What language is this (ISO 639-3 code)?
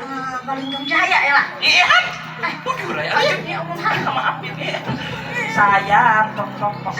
bjn